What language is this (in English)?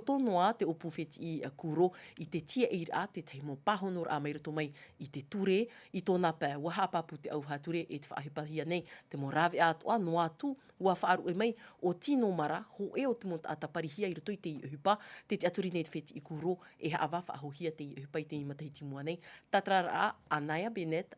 Tahitian